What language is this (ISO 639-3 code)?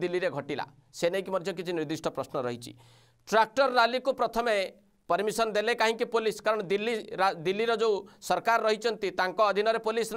ori